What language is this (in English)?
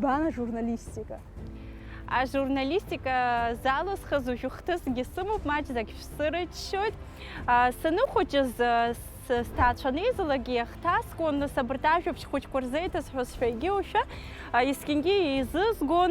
Abkhazian